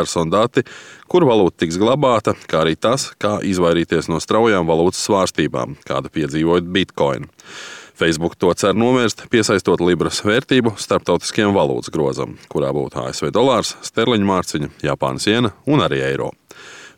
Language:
Latvian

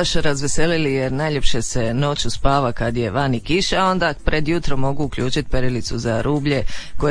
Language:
Croatian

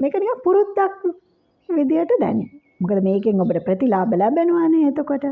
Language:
Sinhala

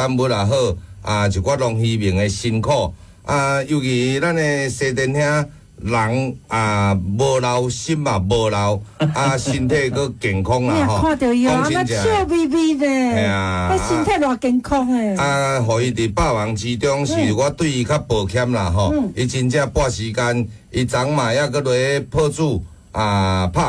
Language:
Min Nan Chinese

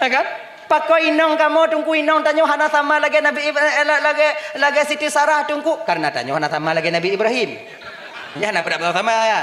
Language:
Achinese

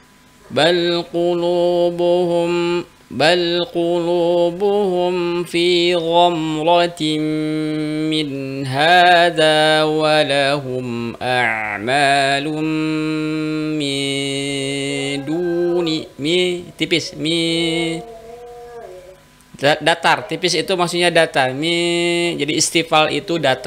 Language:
Indonesian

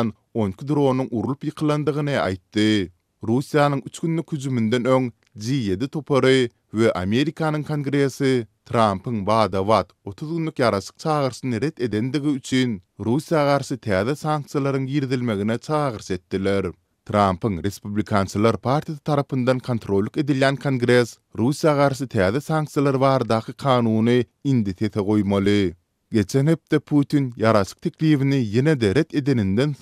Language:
Turkmen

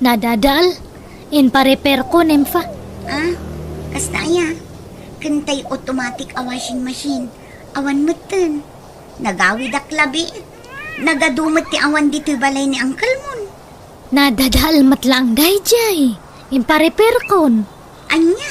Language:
Iloko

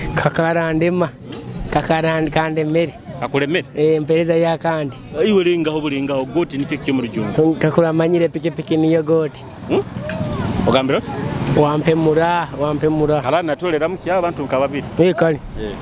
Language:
Nyoro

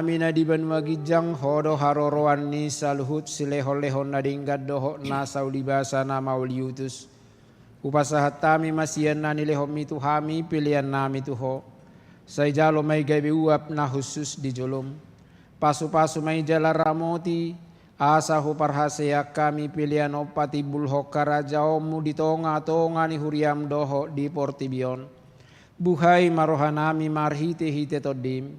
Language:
Batak Toba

